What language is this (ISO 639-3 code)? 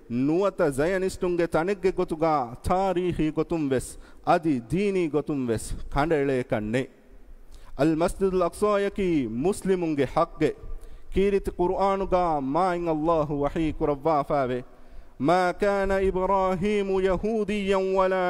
div